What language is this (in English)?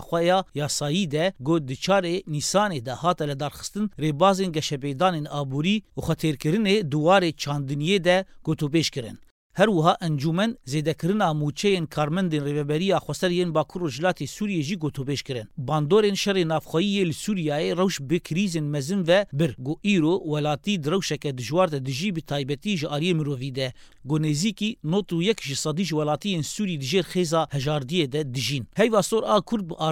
Kurdish